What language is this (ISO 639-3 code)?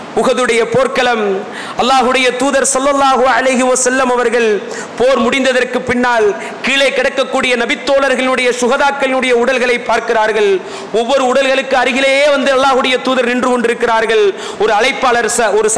tam